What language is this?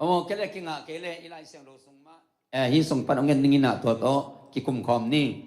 Tedim Chin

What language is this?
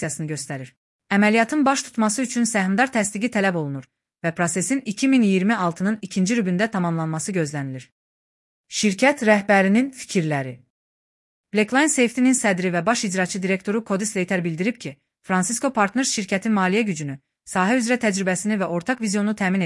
Azerbaijani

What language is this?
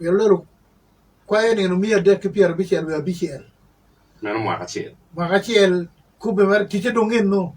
Acoli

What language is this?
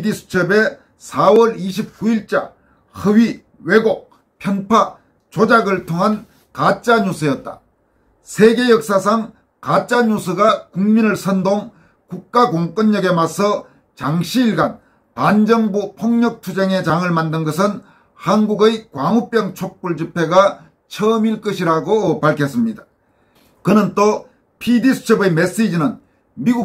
Korean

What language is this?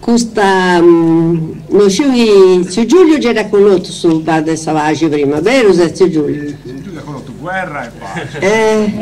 Sardinian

